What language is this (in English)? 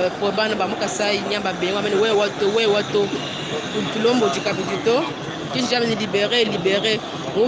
Luba-Lulua